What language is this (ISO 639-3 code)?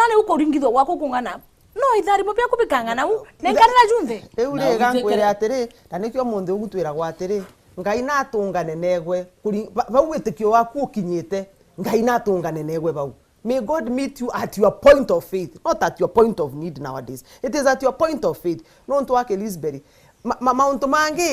mer